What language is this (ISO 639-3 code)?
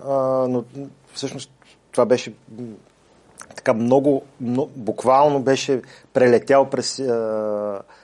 bul